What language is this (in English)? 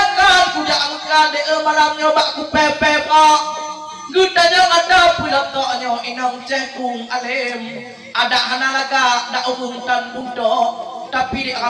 Achinese